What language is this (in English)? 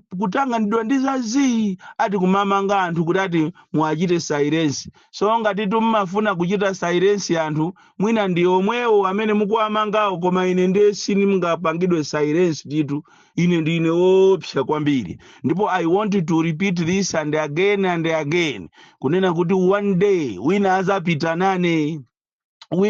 Nyanja